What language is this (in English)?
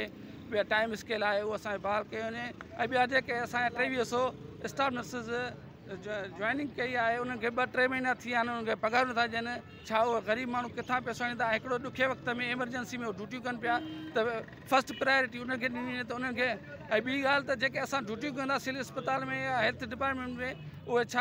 Sindhi